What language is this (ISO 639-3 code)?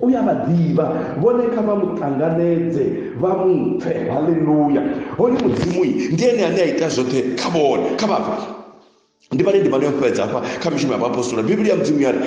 ven